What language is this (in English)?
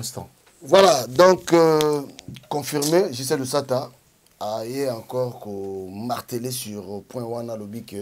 Lingala